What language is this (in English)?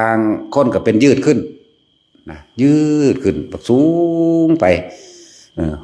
Northeastern Thai